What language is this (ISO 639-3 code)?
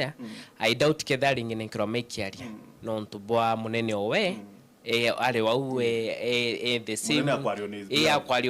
mer